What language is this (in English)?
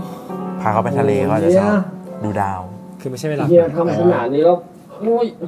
Thai